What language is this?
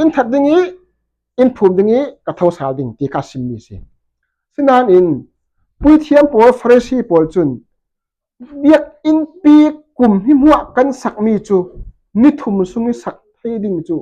Falam Chin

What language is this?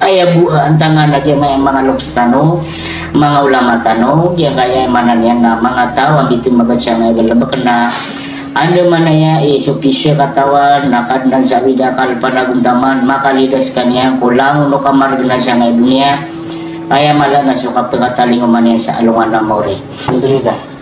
Maranao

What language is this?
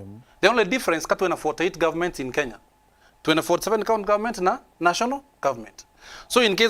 Meru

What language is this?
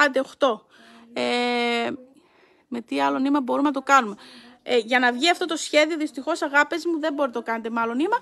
Greek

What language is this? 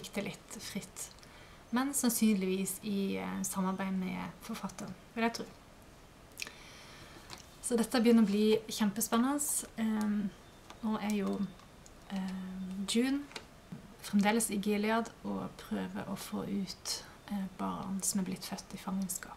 Norwegian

